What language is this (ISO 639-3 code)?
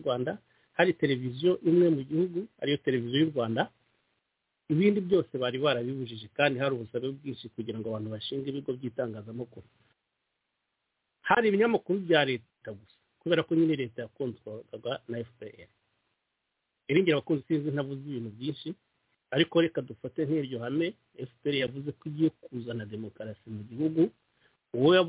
kin